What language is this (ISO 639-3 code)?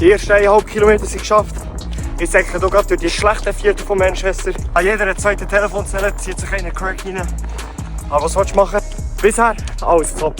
gsw